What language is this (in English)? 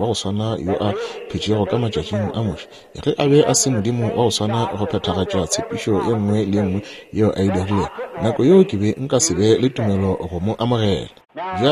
Northern Sotho